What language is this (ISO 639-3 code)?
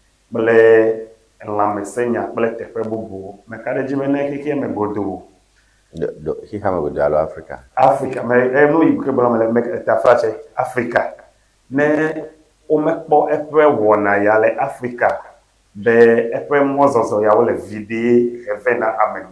ewe